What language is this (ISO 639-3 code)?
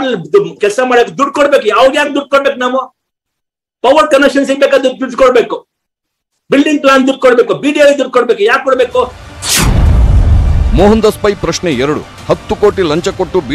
kan